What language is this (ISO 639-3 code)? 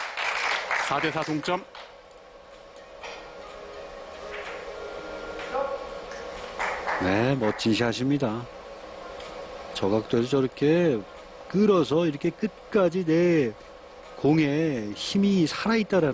kor